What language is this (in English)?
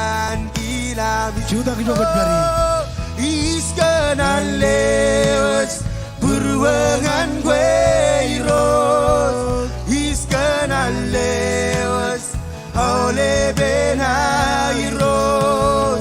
Marshallese